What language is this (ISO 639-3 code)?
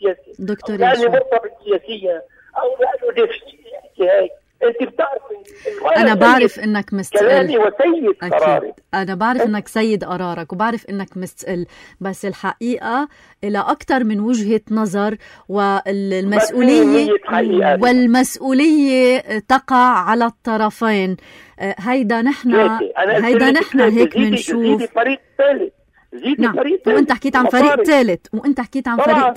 apc